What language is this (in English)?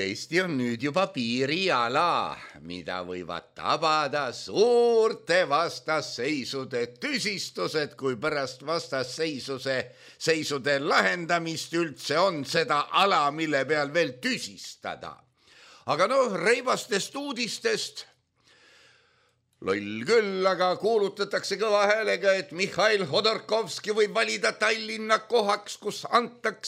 Estonian